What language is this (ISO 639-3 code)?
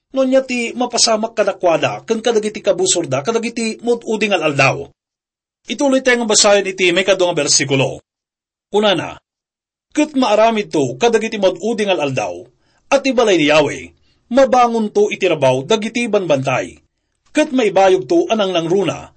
ilo